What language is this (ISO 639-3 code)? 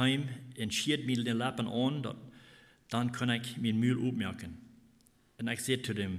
pdt